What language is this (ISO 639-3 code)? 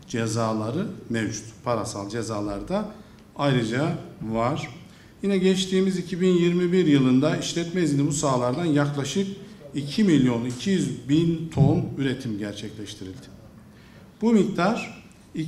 tur